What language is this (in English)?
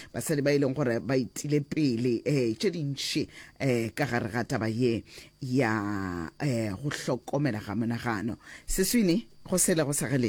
Northern Sotho